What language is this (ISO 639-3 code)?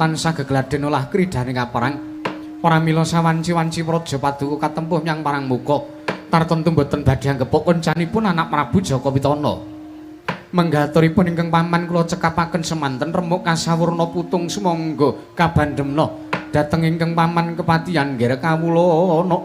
jav